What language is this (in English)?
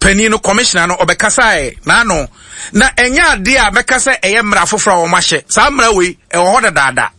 Akan